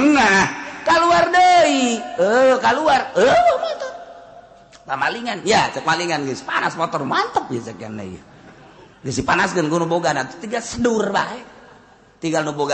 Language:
Sundanese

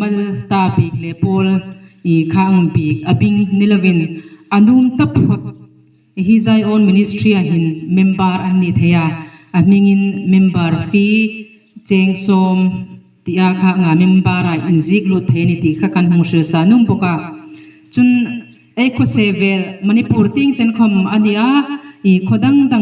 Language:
Hmar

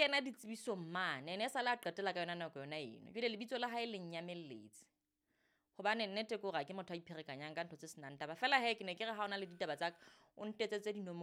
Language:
Southern Sotho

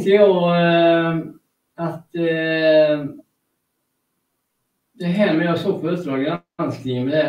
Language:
Swedish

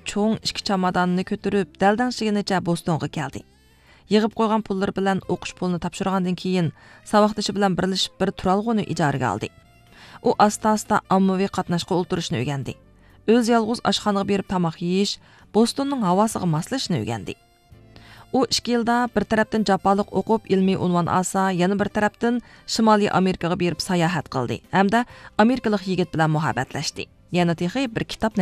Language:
Uyghur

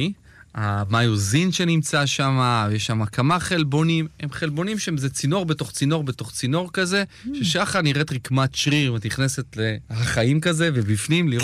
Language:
Hebrew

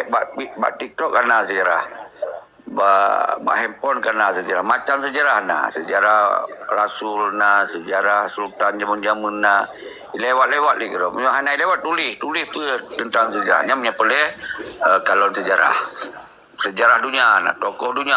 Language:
Achinese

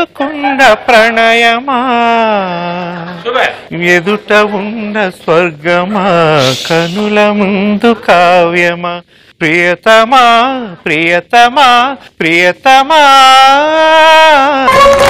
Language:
Telugu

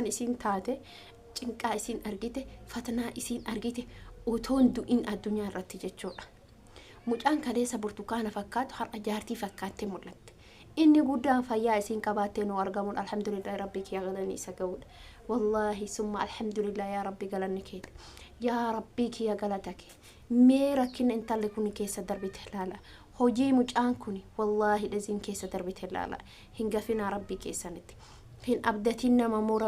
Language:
Oromo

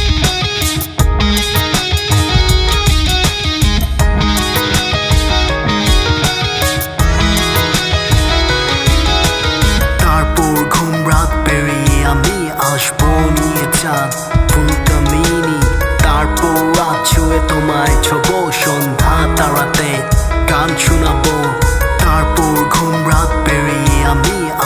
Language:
Bangla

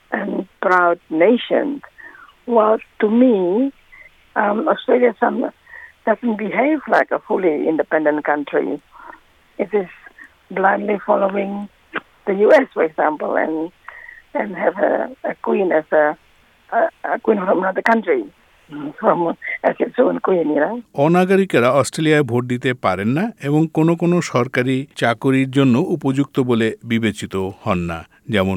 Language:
Bangla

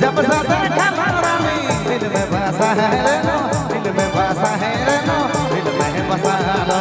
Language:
Sadri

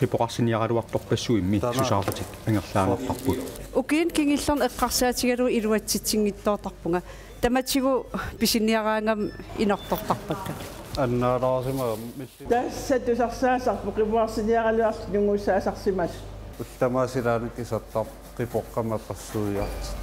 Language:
Kalaallisut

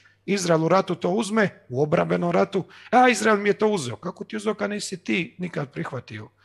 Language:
Croatian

